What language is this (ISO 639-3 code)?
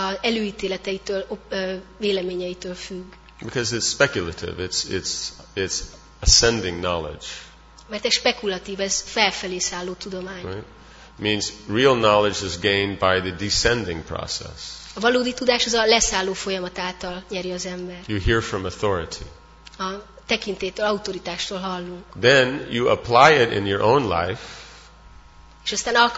hun